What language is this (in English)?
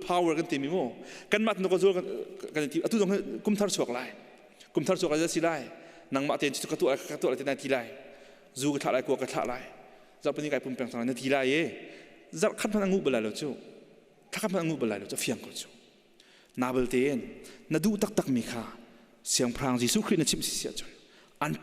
Hakha Chin